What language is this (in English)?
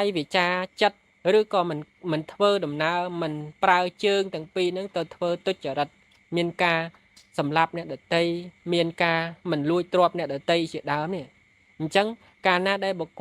Khmer